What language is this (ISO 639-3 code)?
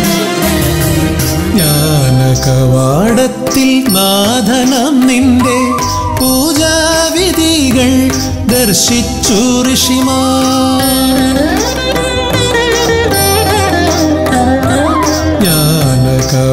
mal